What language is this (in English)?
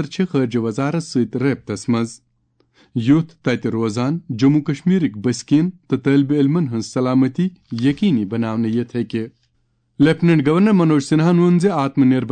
Kashmiri